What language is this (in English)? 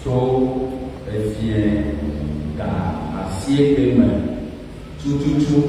Ewe